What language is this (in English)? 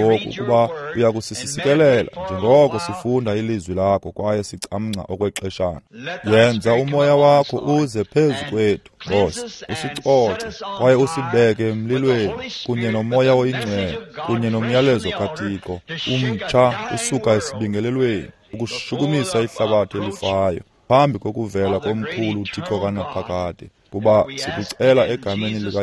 Xhosa